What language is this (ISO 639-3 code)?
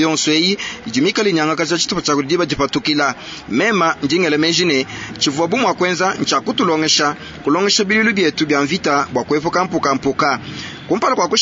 lua